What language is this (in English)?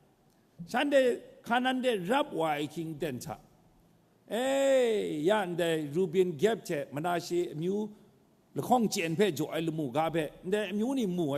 Kachin